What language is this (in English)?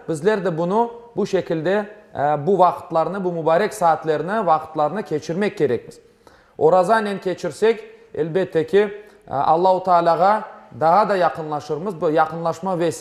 Crimean Tatar